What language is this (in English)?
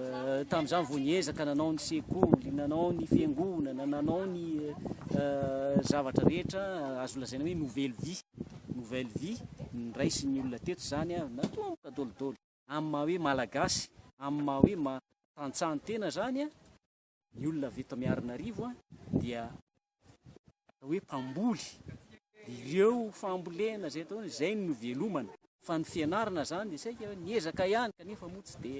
Malagasy